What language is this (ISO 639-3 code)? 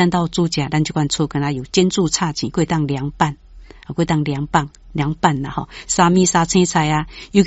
nan